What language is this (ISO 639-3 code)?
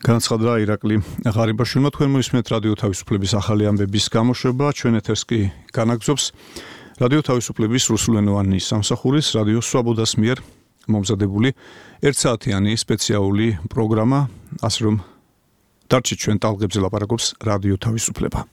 kat